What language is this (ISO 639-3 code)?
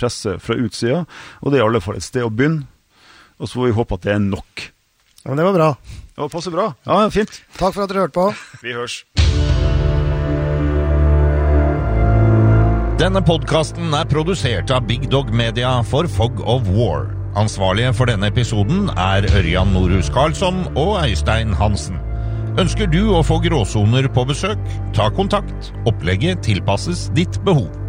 nor